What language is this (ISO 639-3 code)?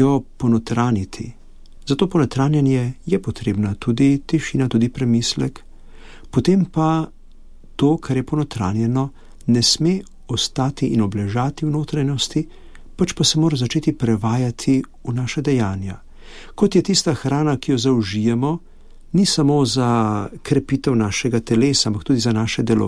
slv